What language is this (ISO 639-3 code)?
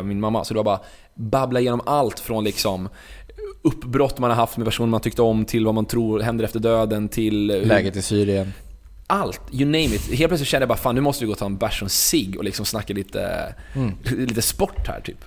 swe